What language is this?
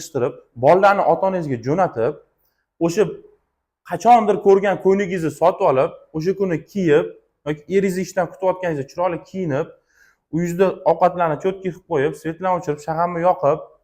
Uzbek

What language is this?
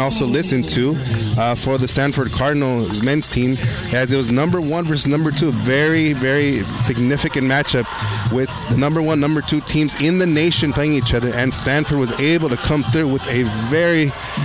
English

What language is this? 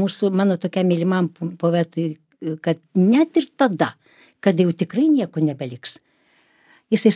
Lithuanian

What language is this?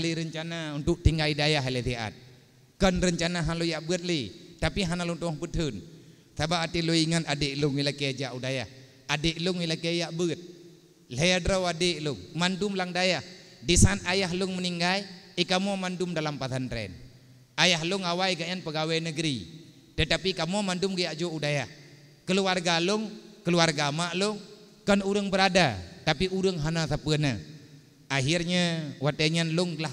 Achinese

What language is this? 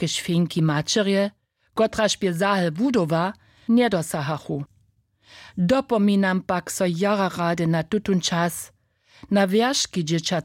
Upper Sorbian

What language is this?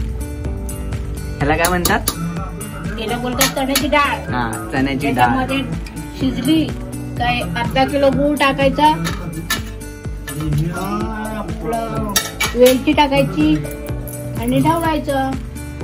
Marathi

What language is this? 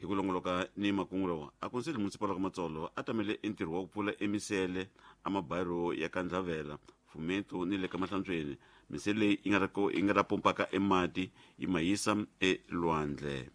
Tsonga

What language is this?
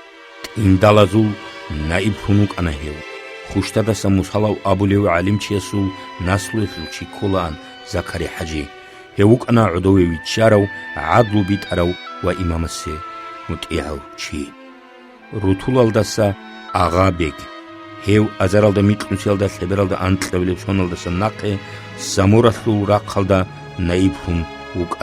Avaric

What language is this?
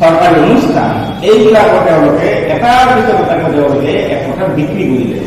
Assamese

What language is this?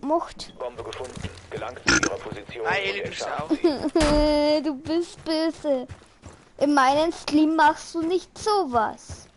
Bavarian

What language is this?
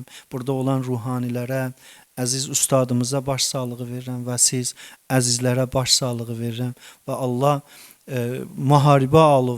Azerbaijani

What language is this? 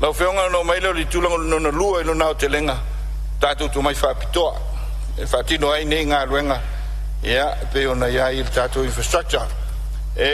Samoan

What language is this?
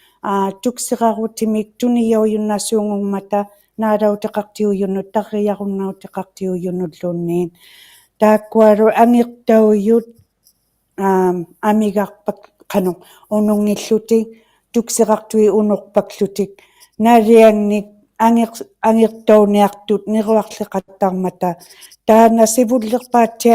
Inuktitut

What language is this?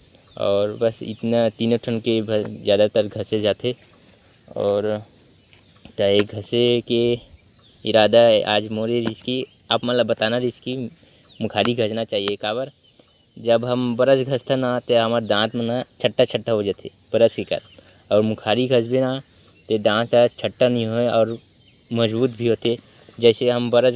Chhattisgarhi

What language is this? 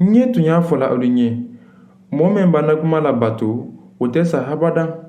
Mandingo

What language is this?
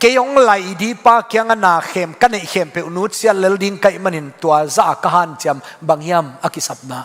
Tedim Chin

